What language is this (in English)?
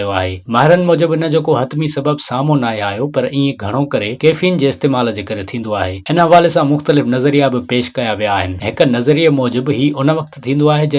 Sindhi